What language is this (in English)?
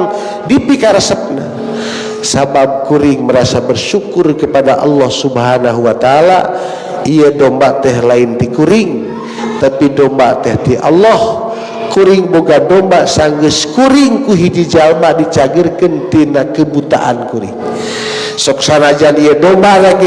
Sundanese